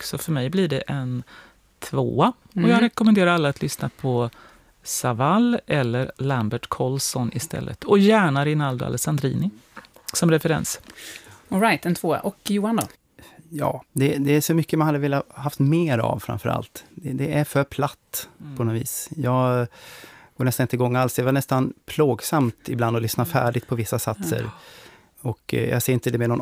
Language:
Swedish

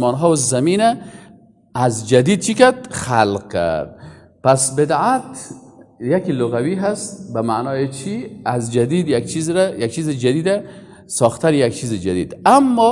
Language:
Persian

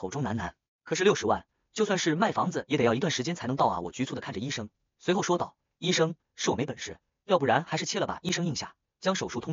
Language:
Chinese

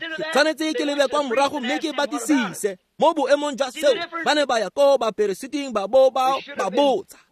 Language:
Tswana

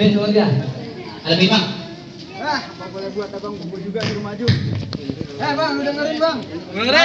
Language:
Betawi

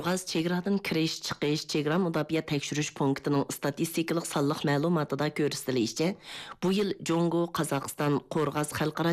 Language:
Uyghur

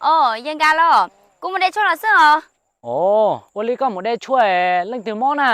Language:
Hmong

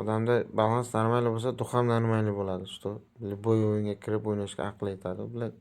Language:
Uzbek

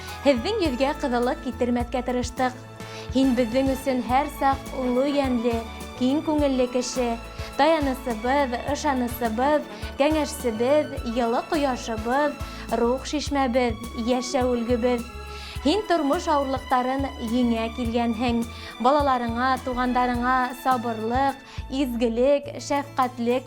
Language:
Bashkir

